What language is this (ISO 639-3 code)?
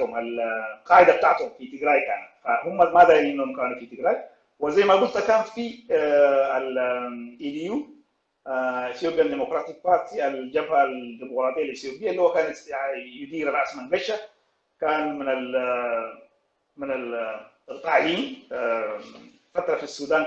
apd